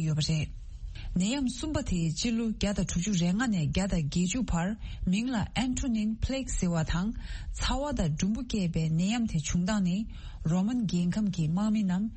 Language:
Tibetan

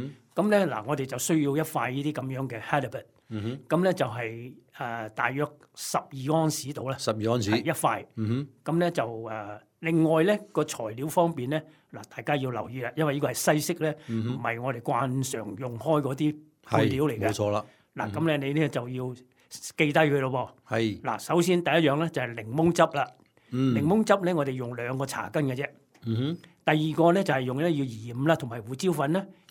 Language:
Cantonese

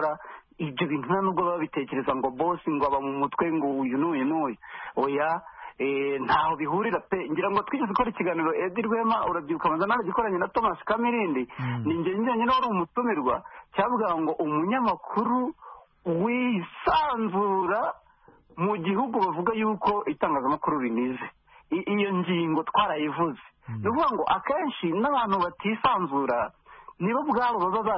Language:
Kinyarwanda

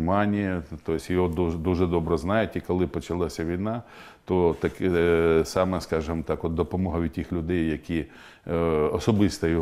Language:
Ukrainian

